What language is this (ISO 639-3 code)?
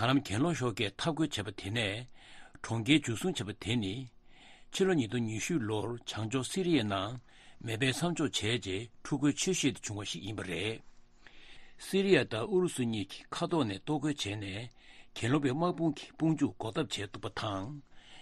bod